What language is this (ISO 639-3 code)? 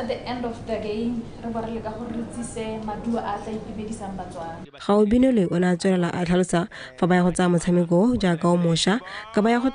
tsn